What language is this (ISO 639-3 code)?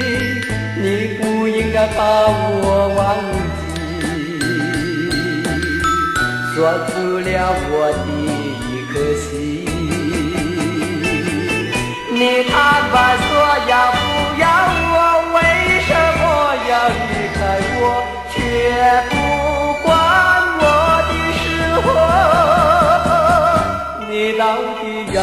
zho